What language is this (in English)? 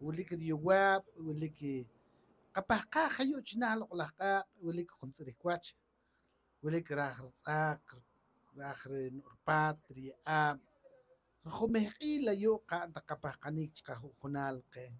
Poqomchi'